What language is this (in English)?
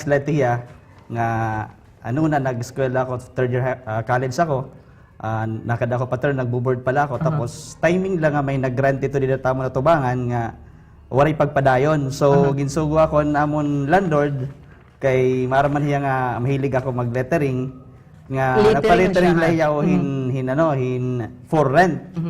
Waray